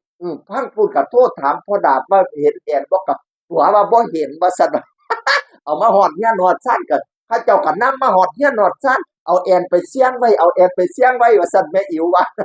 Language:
Northeastern Thai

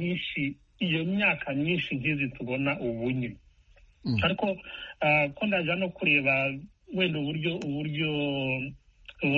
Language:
Kinyarwanda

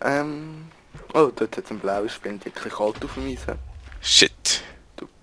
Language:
Swiss German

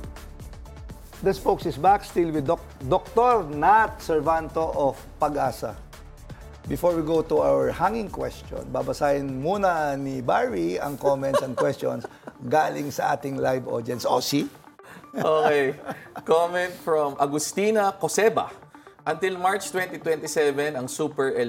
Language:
Filipino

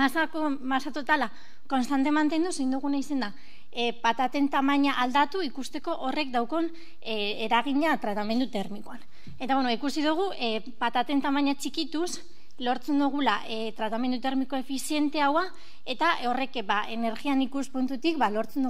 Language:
Basque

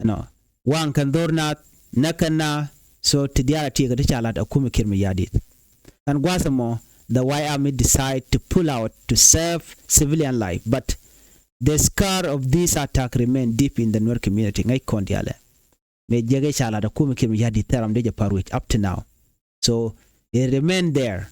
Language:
Nuer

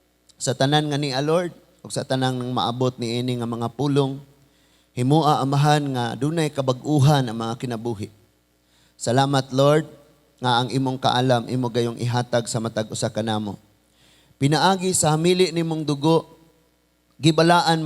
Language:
Cebuano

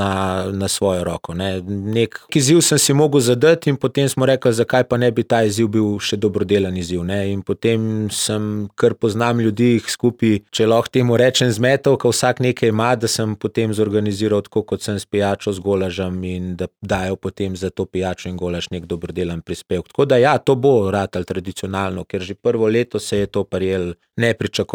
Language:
Slovenian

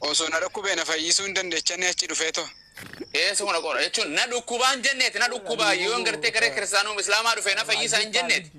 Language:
Oromo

